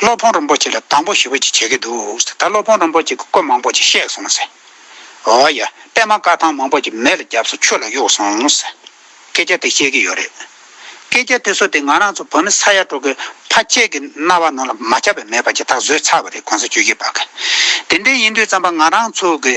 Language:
Tibetan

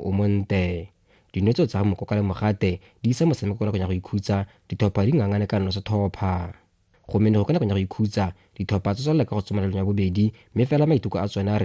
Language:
Tswana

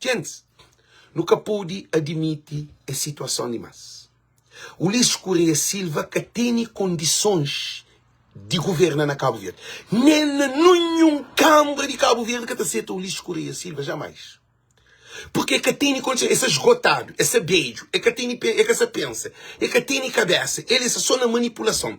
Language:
Kabuverdianu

